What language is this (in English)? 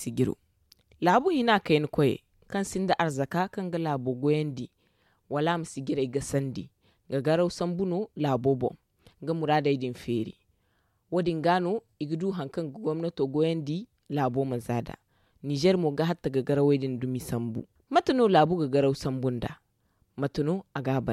Zarma